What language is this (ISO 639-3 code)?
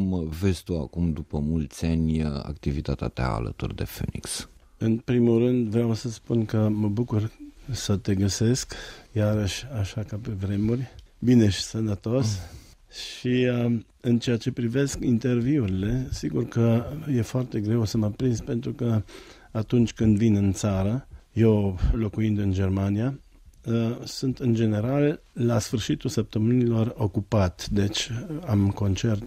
ron